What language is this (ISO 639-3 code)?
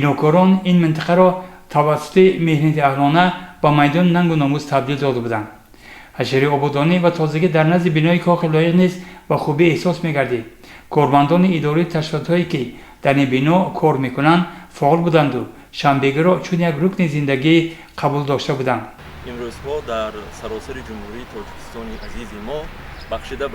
tgk